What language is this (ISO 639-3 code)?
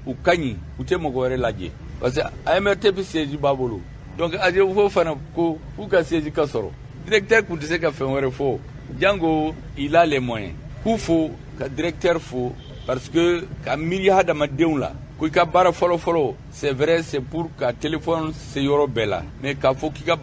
bam